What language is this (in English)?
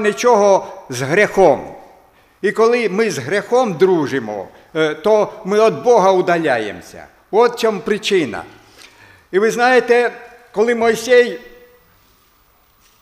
Ukrainian